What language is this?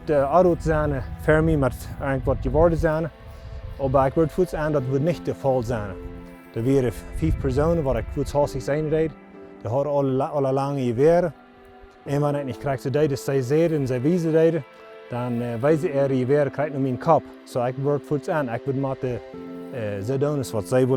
Plautdietsch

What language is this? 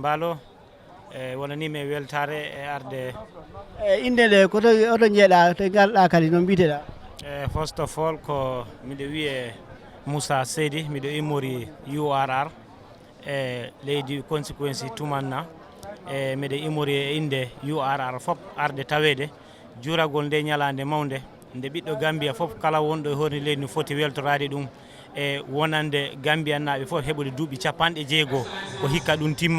Fula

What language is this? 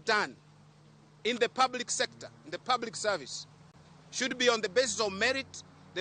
Luo (Kenya and Tanzania)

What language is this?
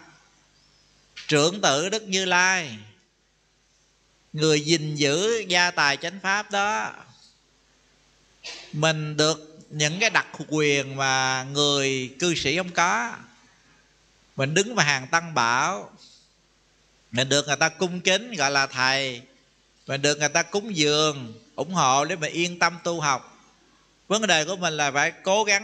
Vietnamese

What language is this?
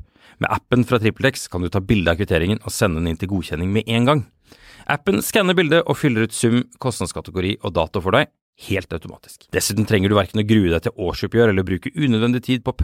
Norwegian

